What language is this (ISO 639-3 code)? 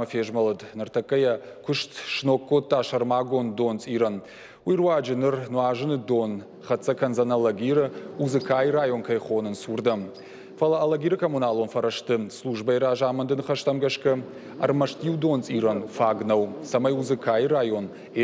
oss